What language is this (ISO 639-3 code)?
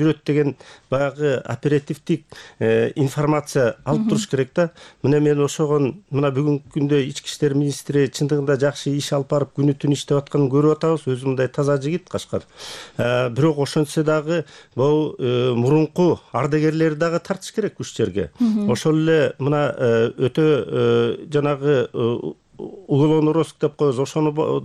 kir